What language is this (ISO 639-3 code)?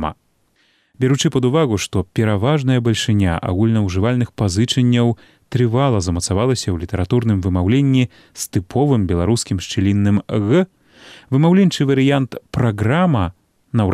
bel